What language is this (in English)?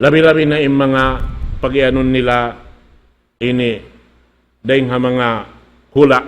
Tausug